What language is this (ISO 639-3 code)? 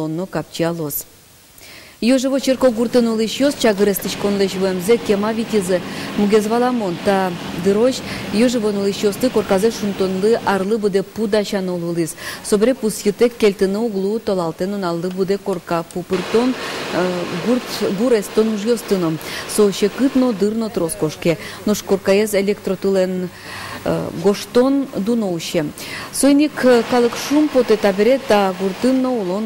udm